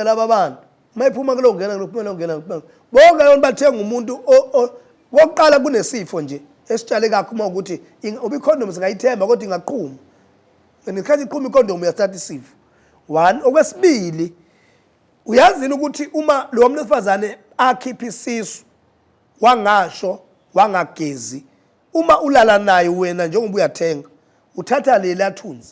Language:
Zulu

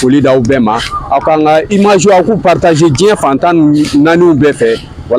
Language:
Bambara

